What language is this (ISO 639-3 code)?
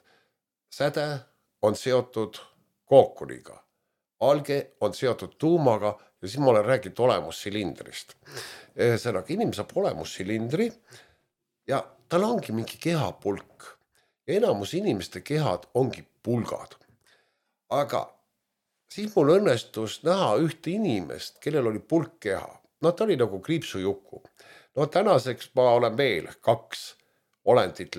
est